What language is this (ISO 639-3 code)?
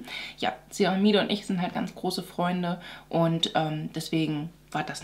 deu